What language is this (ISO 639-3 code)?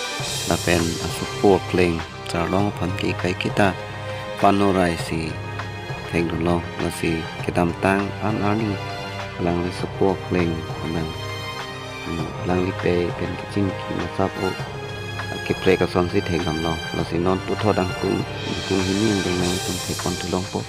mjw